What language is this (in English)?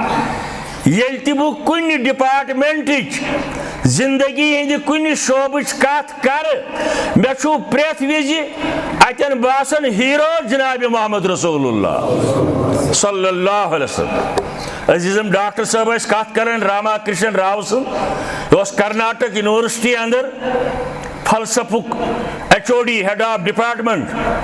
Kashmiri